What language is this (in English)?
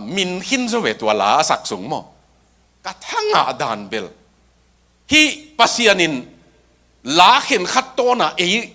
Tedim Chin